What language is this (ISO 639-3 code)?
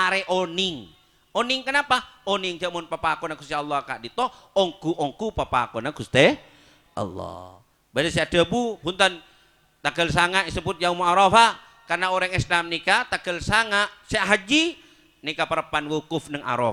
mad